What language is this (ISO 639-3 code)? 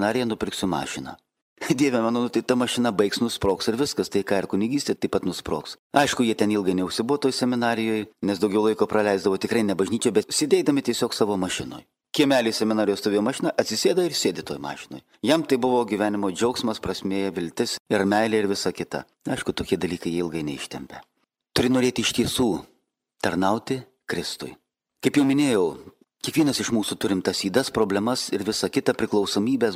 lit